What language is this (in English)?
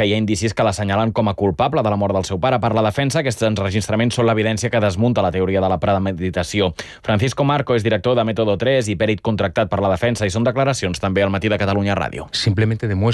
Catalan